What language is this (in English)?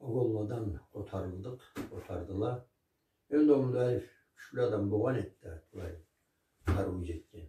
Karachay-Balkar